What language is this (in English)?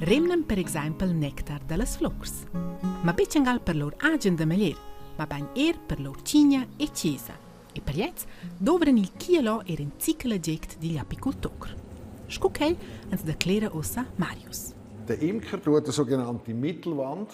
Romansh